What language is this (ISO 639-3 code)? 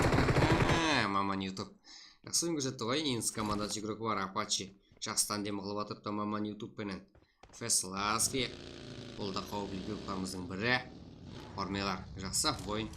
kaa